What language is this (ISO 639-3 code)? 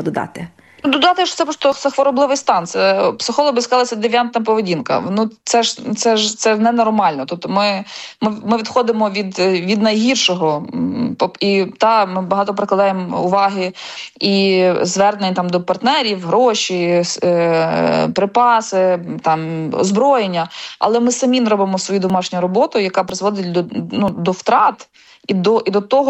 ukr